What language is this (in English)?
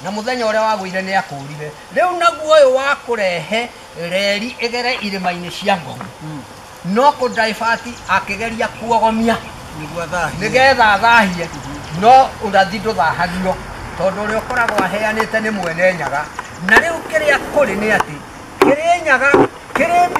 Kikuyu